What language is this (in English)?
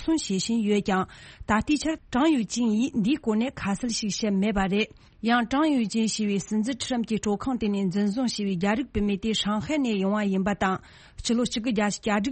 Tibetan